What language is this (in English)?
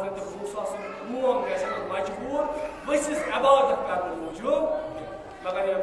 Kashmiri